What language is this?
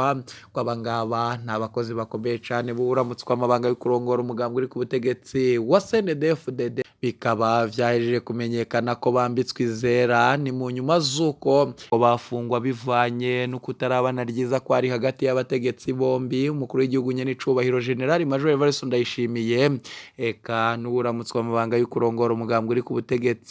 Rundi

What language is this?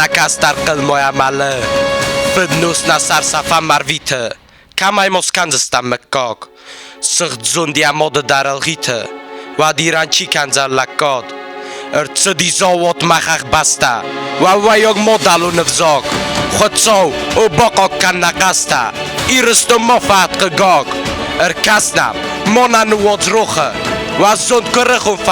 Ossetic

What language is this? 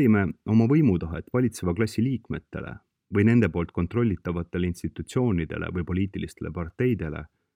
Estonian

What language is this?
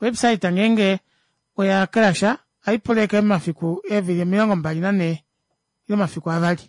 Kuanyama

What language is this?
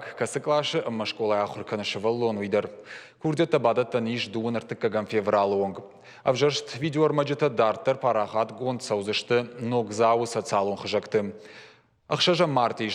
Ossetic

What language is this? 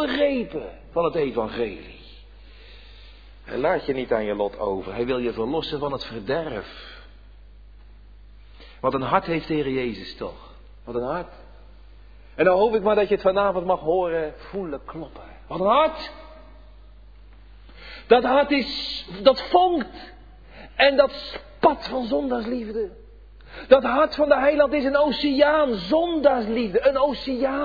Dutch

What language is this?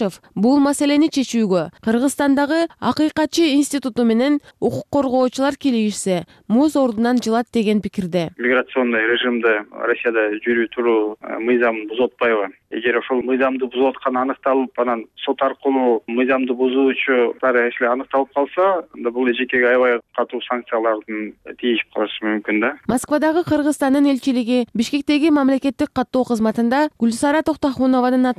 Kyrgyz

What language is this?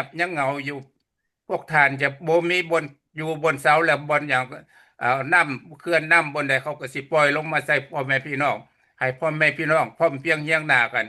Lao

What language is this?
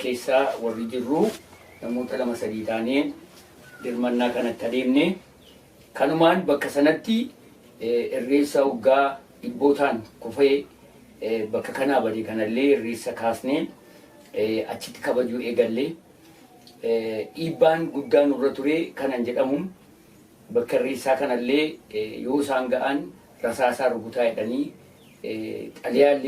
Oromo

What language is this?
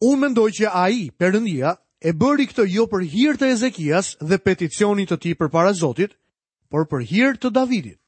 Albanian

